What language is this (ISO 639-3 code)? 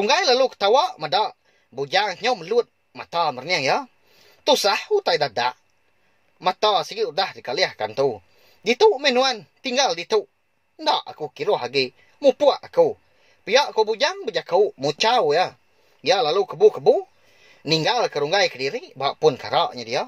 iba